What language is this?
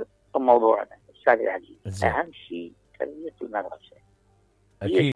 Mesopotamian Arabic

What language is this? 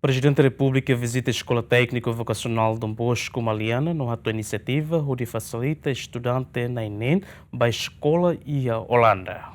Tetum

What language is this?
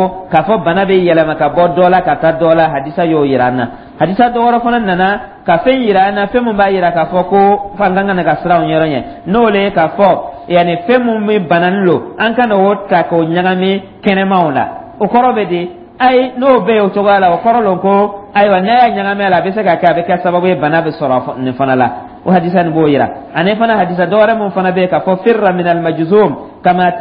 Dyula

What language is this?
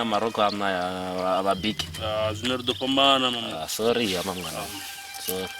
Venda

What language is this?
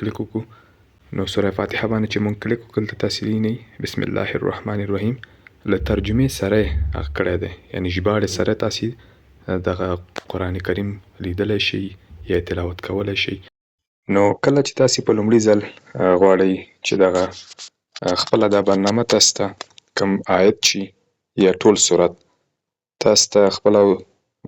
Pashto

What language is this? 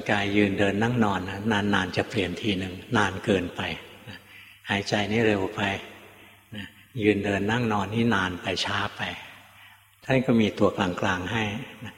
Thai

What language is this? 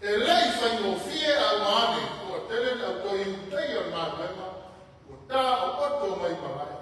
Samoan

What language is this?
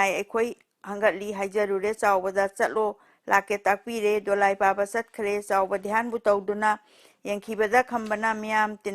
Manipuri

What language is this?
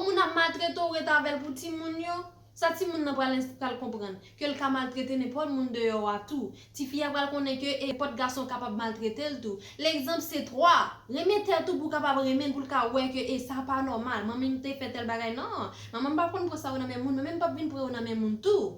Haitian Creole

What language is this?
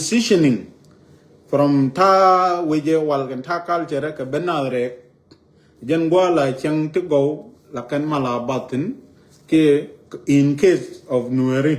Nuer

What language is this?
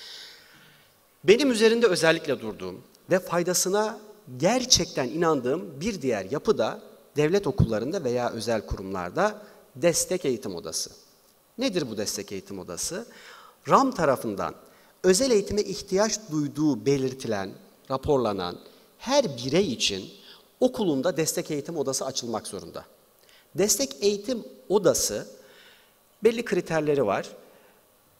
Turkish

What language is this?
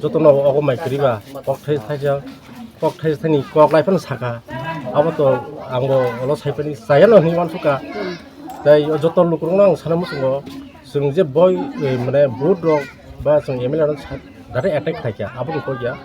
Kok Borok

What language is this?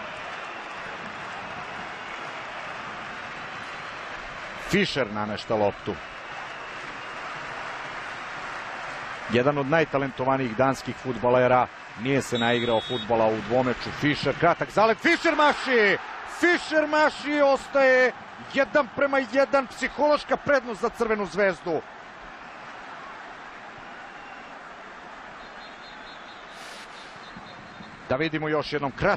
Serbian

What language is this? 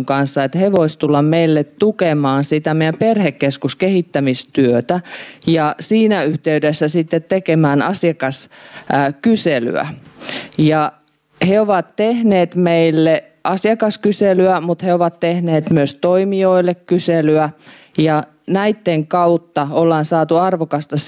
Finnish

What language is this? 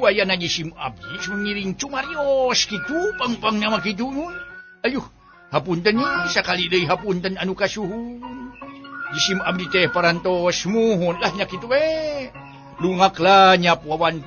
Sundanese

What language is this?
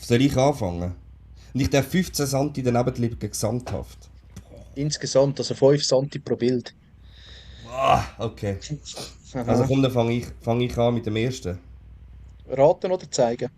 Swiss German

